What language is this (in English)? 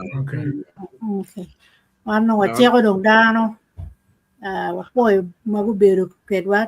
Acoli